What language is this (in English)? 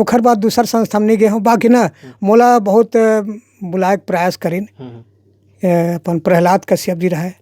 Chhattisgarhi